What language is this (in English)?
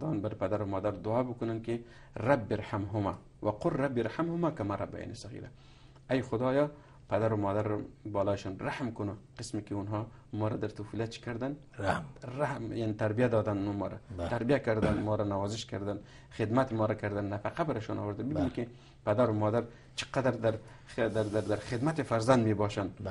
Persian